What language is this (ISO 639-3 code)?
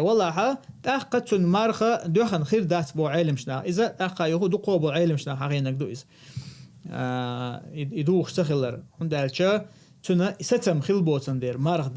che